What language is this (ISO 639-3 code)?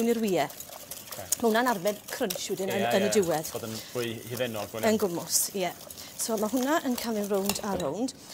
cym